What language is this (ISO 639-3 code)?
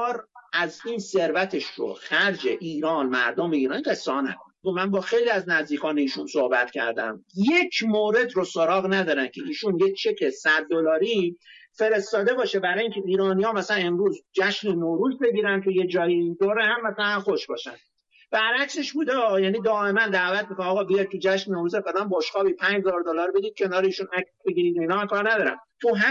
fas